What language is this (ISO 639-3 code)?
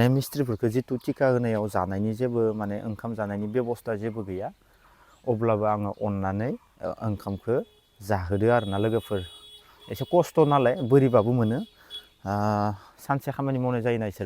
brx